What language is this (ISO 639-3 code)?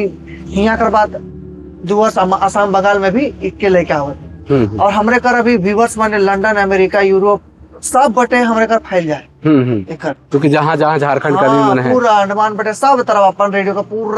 sck